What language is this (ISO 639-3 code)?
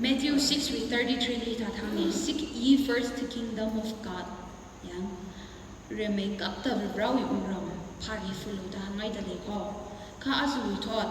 nmf